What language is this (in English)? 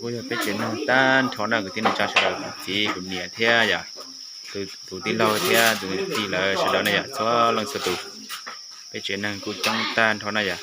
Hmong